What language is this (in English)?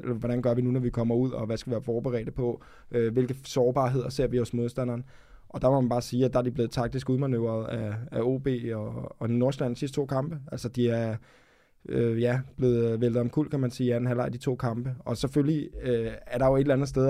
Danish